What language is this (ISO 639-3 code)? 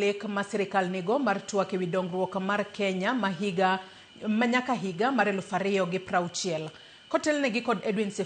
luo